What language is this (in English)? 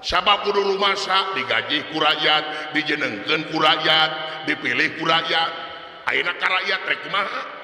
Sundanese